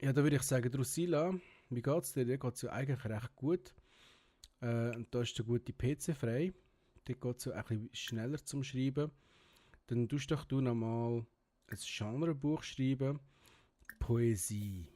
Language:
Swiss German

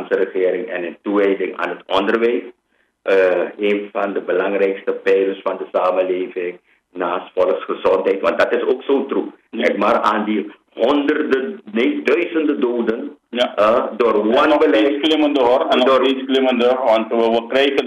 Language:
Dutch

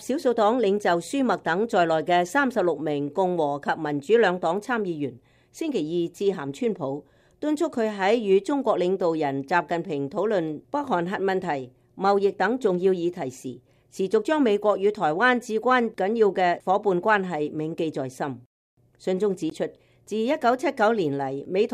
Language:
Cantonese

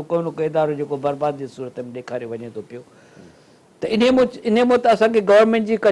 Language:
Sindhi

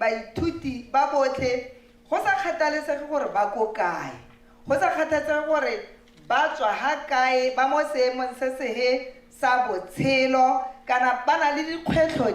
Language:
Tswana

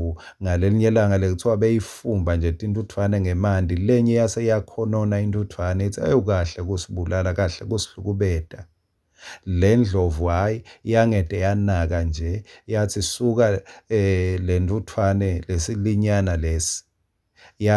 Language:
Swati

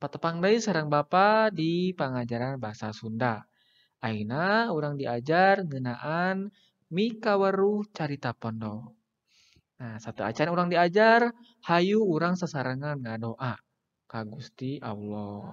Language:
Sundanese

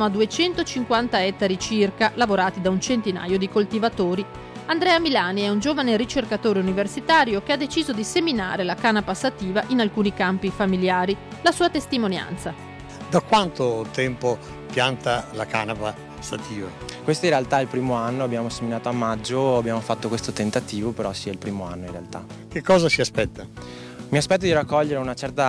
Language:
Italian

